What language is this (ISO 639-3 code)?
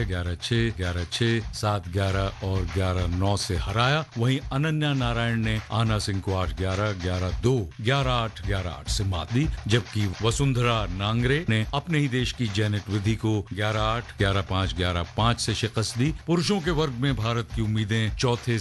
hin